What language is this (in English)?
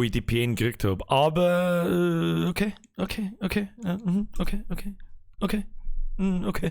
Bavarian